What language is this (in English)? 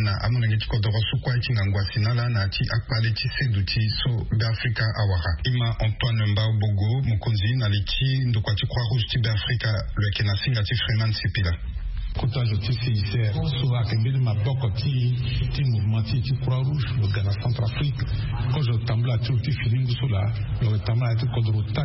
Sango